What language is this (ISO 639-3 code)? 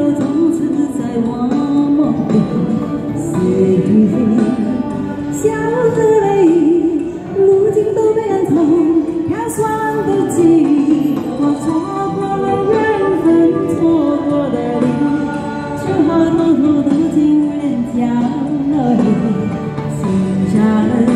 zho